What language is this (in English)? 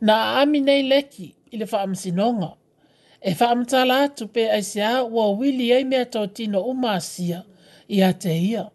Samoan